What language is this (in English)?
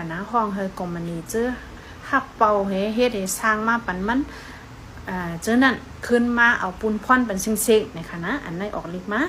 Shan